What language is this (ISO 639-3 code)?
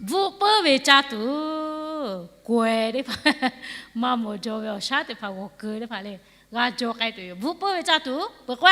lhu